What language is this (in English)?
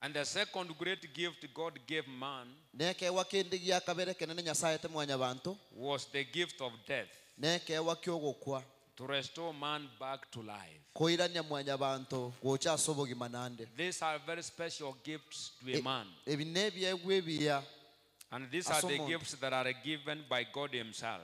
Gusii